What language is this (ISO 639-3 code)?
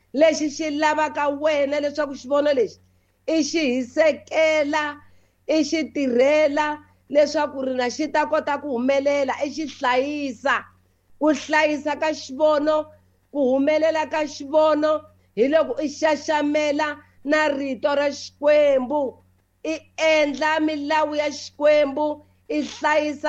tso